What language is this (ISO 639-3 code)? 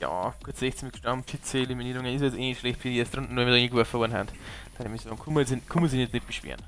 bar